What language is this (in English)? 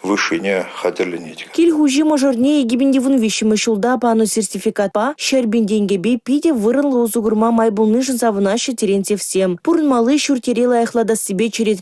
Chuvash